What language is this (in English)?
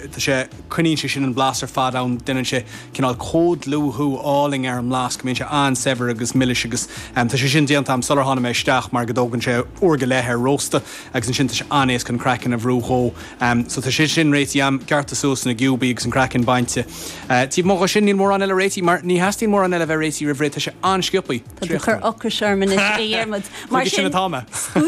Irish